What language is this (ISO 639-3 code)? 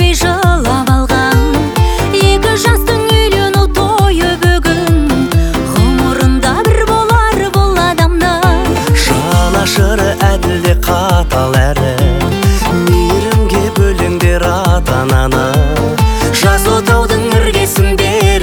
kaz